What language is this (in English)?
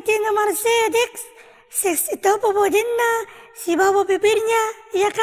Buginese